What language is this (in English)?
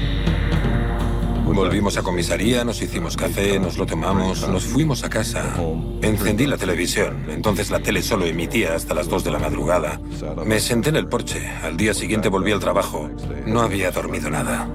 Spanish